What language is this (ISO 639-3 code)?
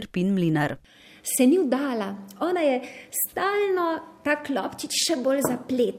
slv